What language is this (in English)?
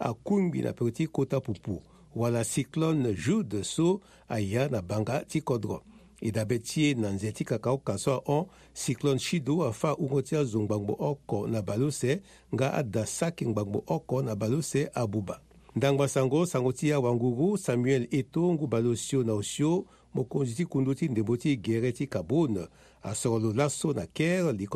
Sango